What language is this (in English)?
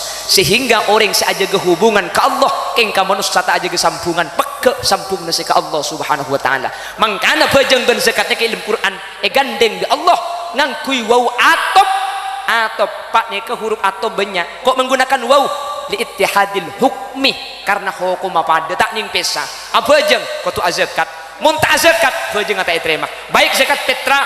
Madurese